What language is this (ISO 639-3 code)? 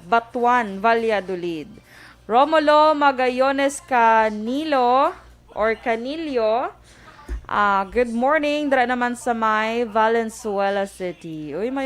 hil